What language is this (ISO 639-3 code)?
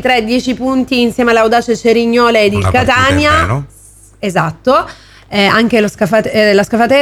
ita